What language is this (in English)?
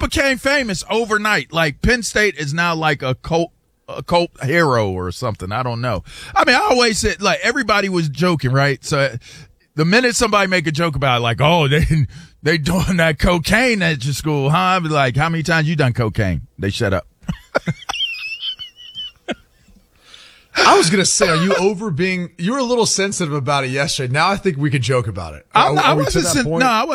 English